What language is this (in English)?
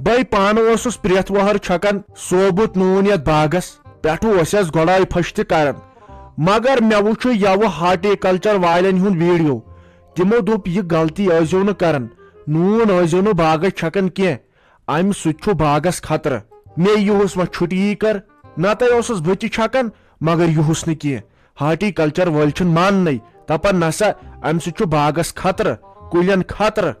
Kashmiri